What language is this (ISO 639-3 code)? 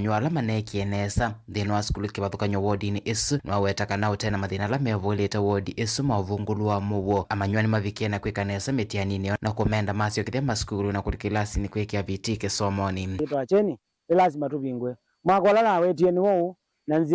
kam